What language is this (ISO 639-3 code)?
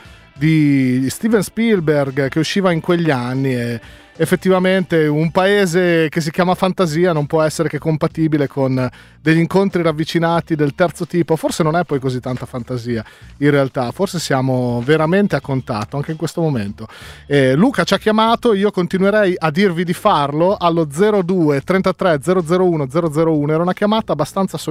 ita